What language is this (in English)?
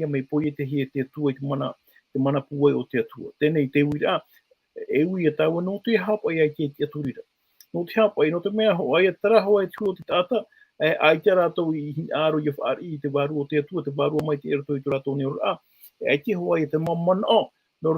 Tahitian